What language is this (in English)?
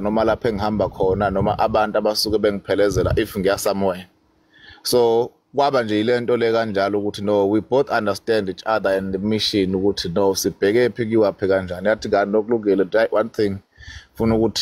Zulu